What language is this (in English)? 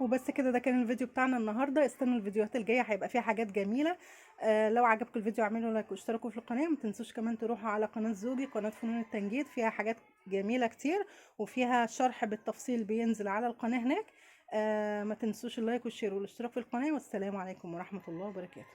Egyptian Arabic